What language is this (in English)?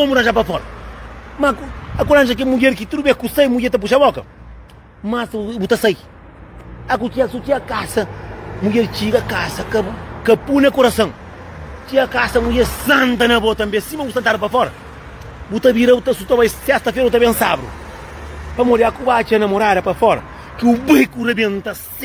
Kabuverdianu